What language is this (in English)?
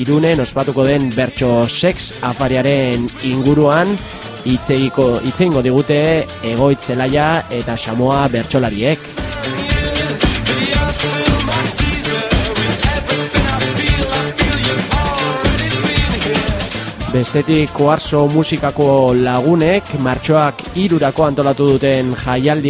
Basque